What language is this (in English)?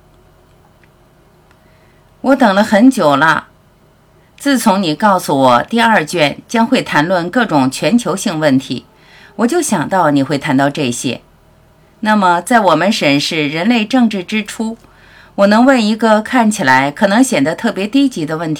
Chinese